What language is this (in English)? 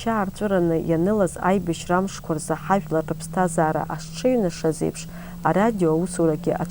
Abkhazian